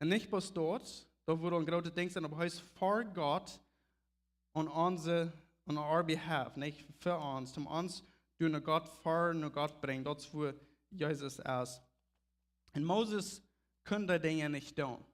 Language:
Plautdietsch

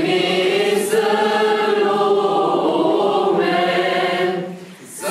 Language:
Romanian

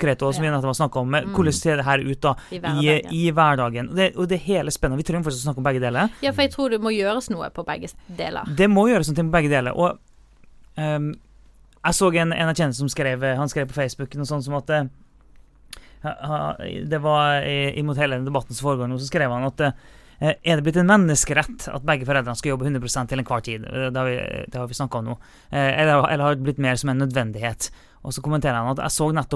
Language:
Norwegian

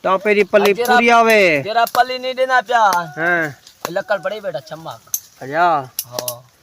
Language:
Saraiki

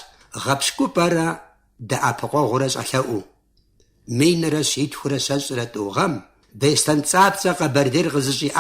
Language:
Kabardian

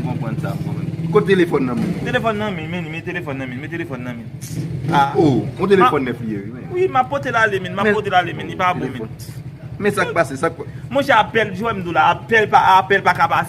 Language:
Haitian Creole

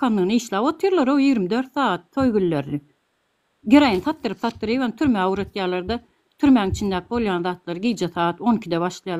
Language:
Turkmen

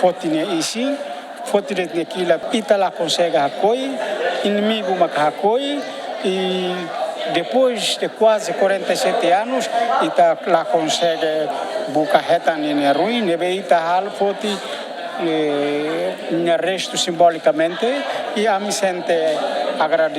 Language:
Tetum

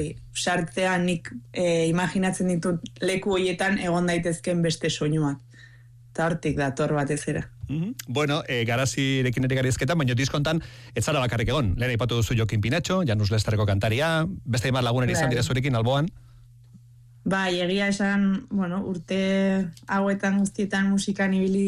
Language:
Basque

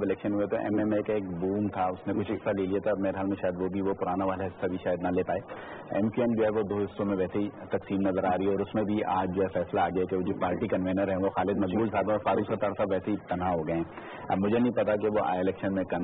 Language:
Urdu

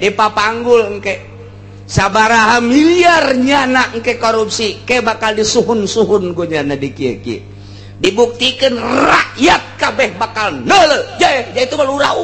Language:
Sundanese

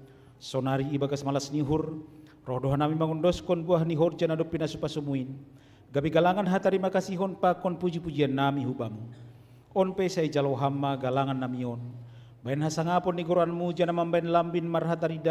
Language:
Batak Simalungun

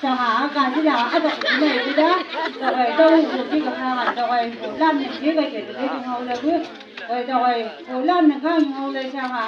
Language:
Chang Naga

